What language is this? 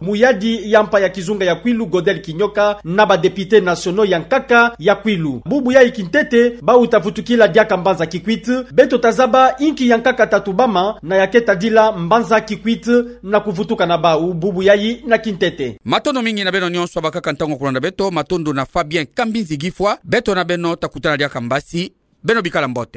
Kituba (Democratic Republic of Congo)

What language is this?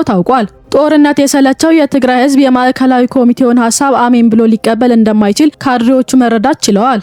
Amharic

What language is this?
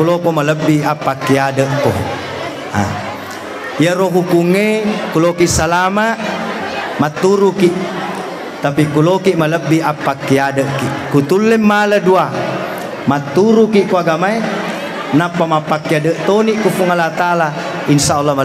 Buginese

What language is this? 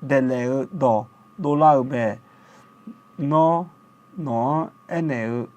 Akha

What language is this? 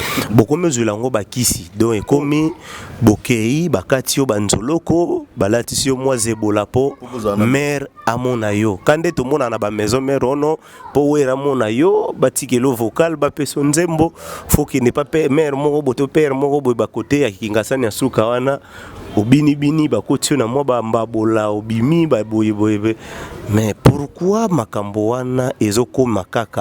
Lingala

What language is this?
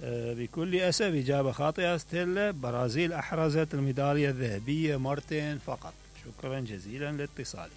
Mesopotamian Arabic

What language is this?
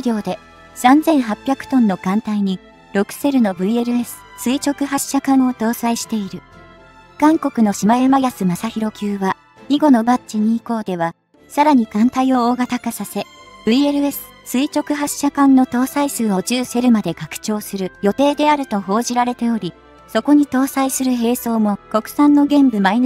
Japanese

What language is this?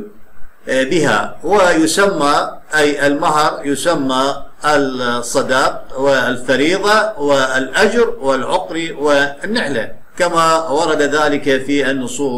Arabic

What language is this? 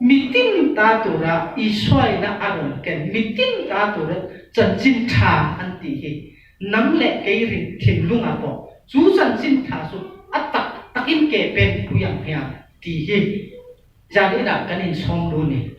Mizo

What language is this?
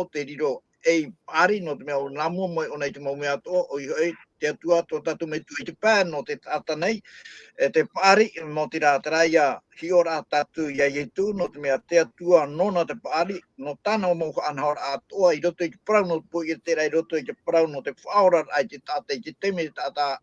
Tahitian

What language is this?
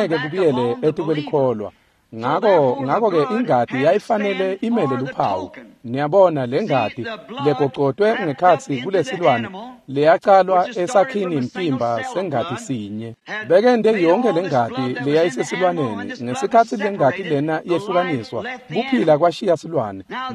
Swati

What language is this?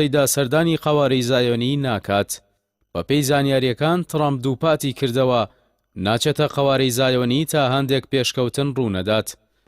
Central Kurdish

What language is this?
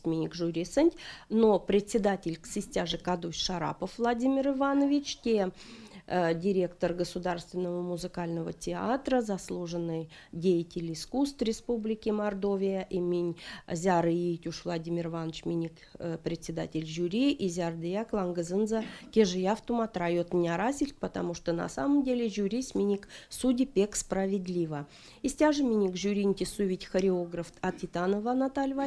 Erzya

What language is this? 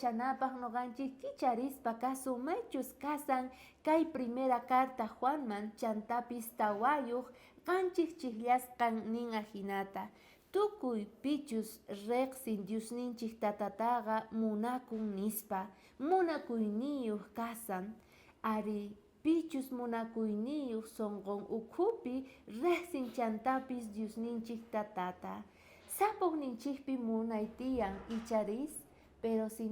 South Bolivian Quechua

